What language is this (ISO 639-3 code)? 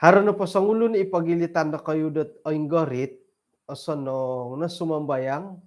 dtp